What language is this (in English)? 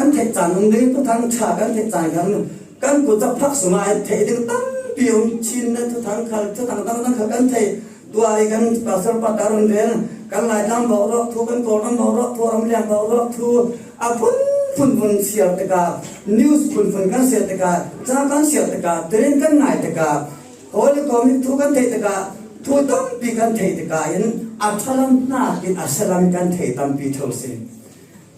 Falam Chin